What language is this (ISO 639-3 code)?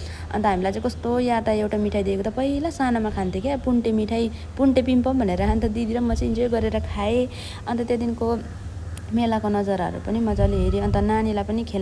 nep